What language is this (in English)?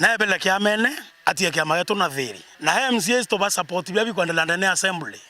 Meru